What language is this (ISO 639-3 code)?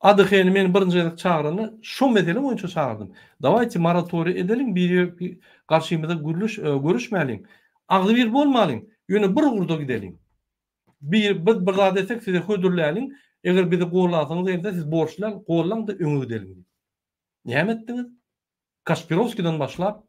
tuk